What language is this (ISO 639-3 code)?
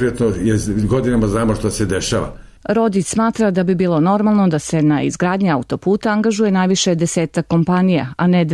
srp